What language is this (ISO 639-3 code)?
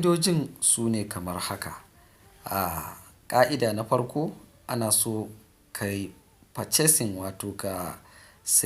hau